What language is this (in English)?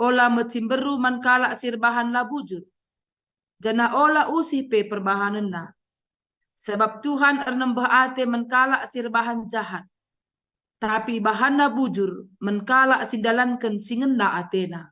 Batak Karo